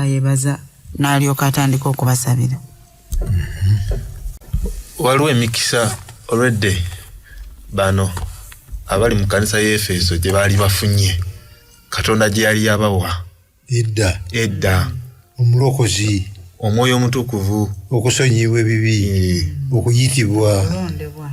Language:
Ganda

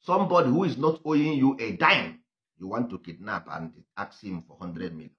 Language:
Igbo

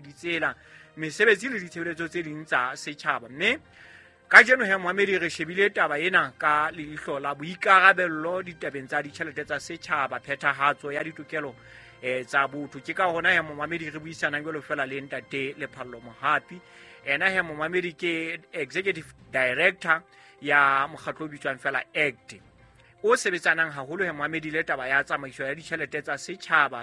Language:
Southern Sotho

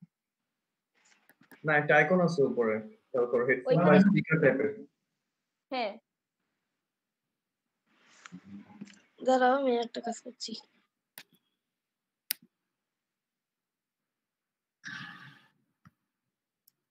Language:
Bangla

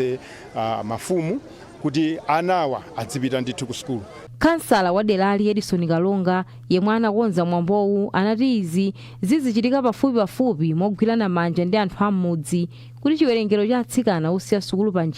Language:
Nyanja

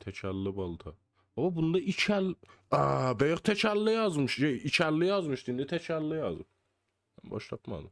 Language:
South Azerbaijani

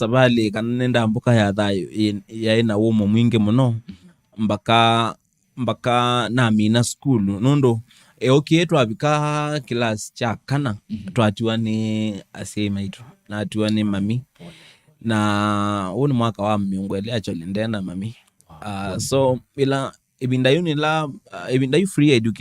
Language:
Kamba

